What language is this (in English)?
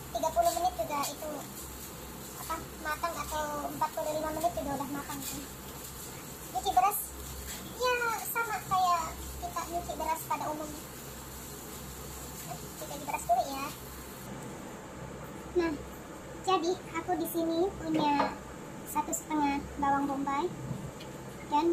Indonesian